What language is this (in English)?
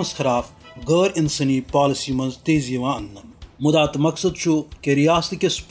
Kashmiri